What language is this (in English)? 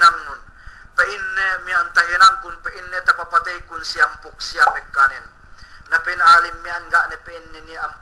Yakan